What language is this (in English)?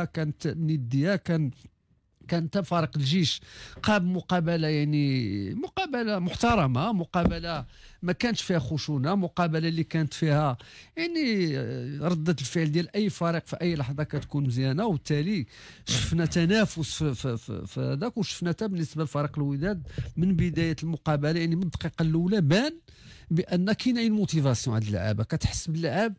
Moroccan Arabic